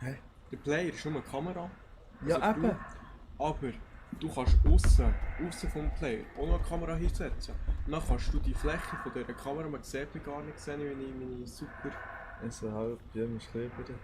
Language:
Swiss German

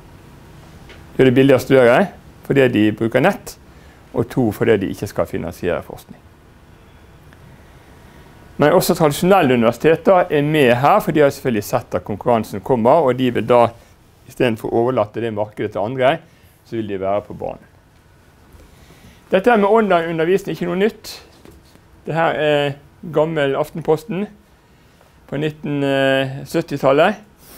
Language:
Norwegian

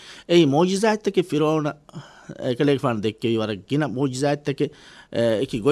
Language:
Divehi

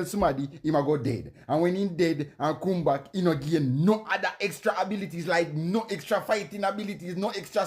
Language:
Jamaican Creole English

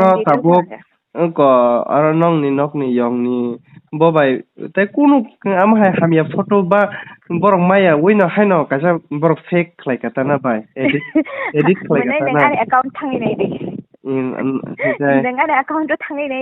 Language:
Kok Borok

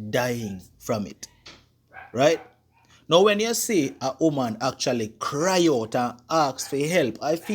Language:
Jamaican Creole English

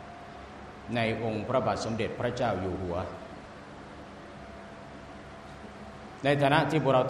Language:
Thai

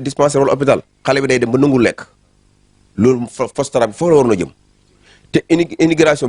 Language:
Wolof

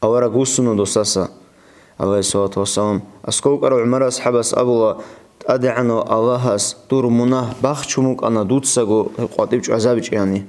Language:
Avaric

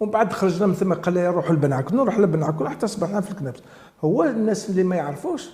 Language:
Algerian Arabic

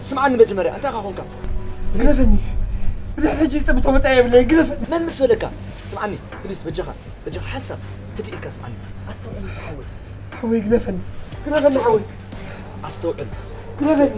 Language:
Tigrinya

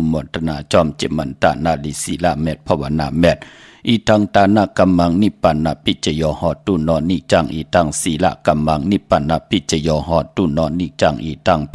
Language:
Shan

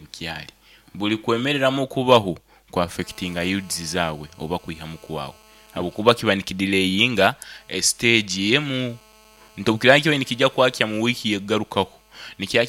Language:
Nyankole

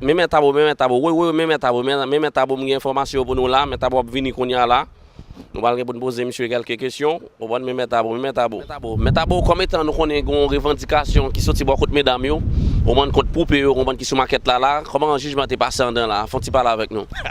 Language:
Haitian Creole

